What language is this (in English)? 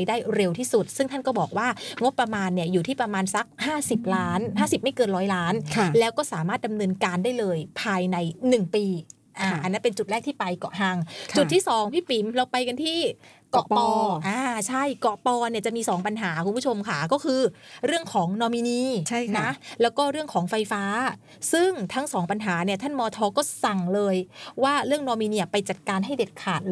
Thai